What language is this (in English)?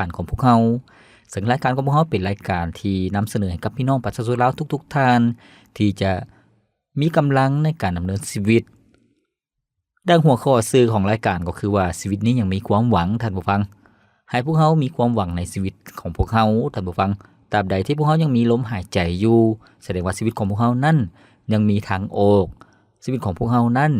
Lao